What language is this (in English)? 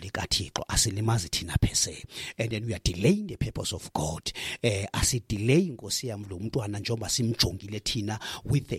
Xhosa